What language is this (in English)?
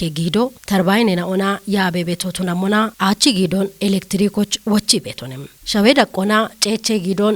Kafa